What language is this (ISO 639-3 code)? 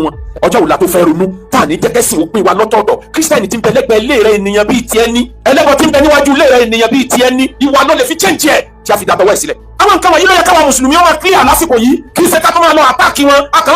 yor